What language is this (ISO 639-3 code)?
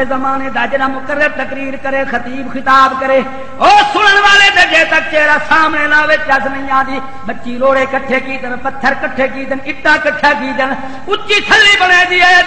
skr